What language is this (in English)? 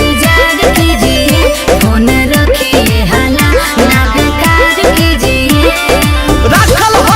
Magahi